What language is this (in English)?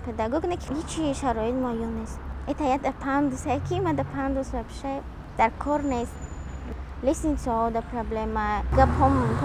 Tajik